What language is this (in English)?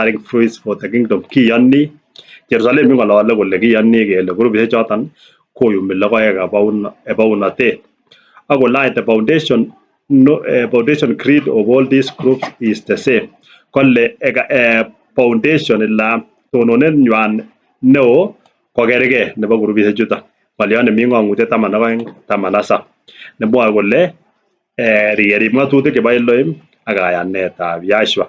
Kalenjin